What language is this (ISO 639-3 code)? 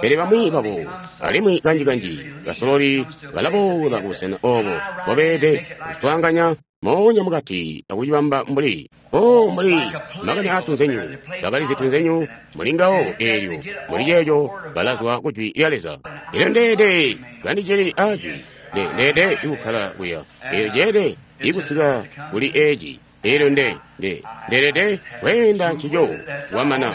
toi